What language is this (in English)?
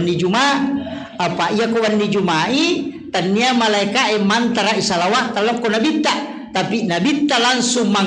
Buginese